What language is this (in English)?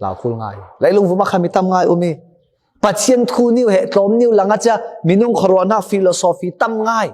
Falam Chin